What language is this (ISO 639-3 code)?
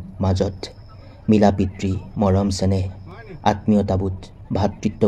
asm